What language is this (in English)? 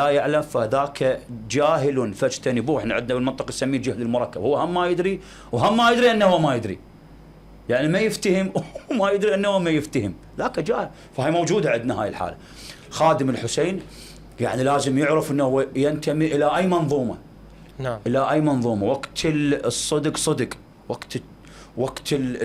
Mesopotamian Arabic